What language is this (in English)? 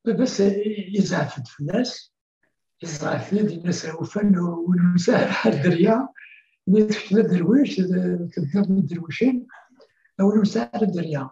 Kabyle